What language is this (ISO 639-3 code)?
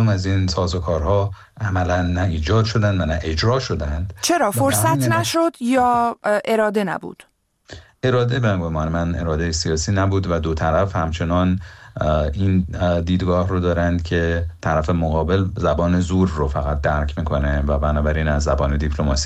fas